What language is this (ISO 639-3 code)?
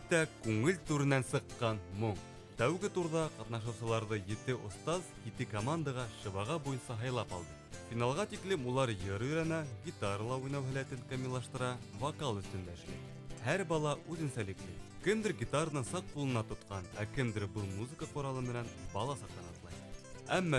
bak